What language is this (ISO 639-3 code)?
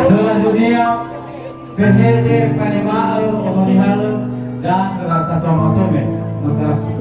nia